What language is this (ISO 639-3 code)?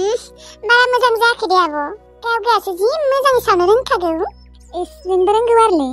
brx